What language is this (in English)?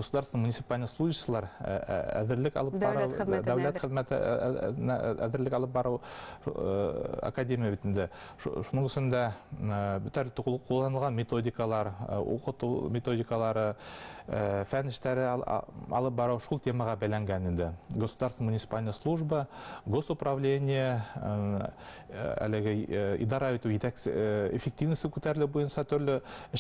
Bashkir